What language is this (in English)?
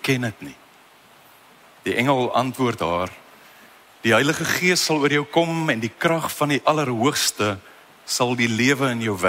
Afrikaans